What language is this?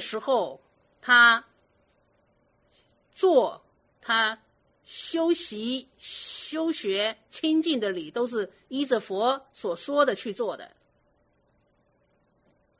Chinese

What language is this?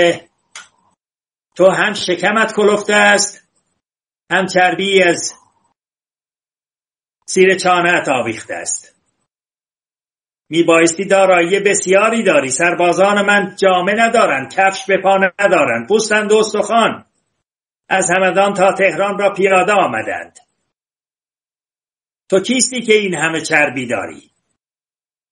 Persian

